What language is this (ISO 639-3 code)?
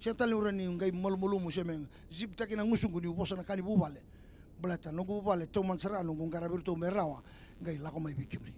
fij